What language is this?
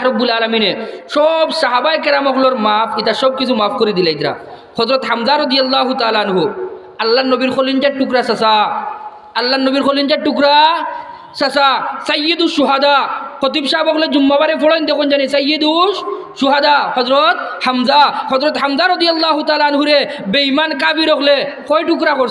Sylheti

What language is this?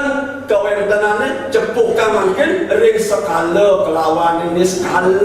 Balinese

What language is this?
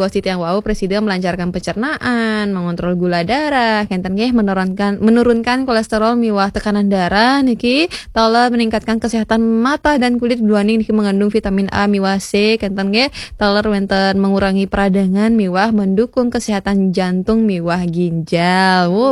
Balinese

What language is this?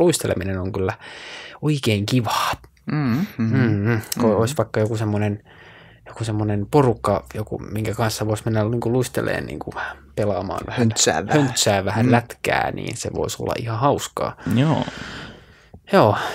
Finnish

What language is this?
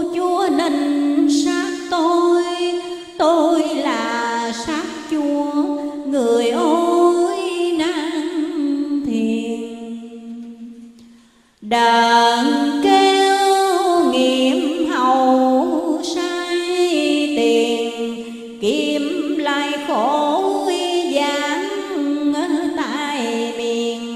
Vietnamese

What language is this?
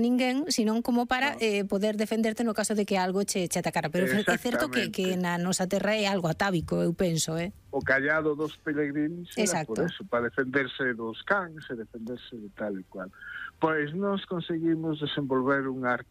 Galician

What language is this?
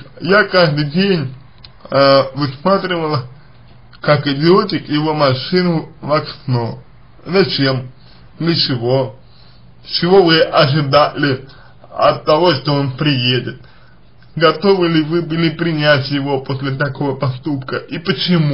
Russian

